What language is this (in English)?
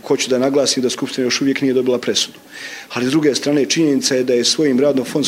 Croatian